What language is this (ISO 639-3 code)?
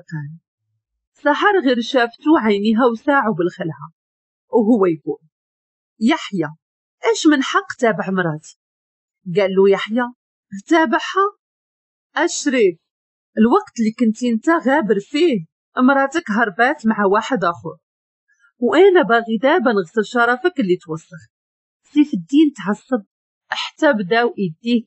ary